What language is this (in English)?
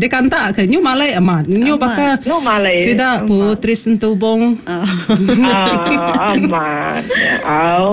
Iban